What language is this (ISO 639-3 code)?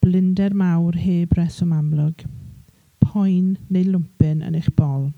cym